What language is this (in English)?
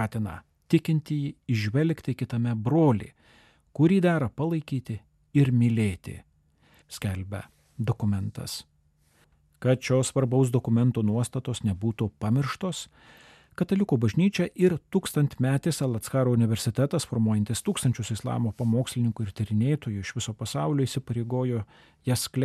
Lithuanian